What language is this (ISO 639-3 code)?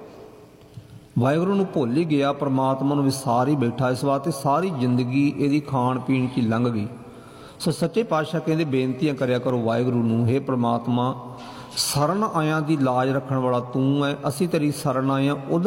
pan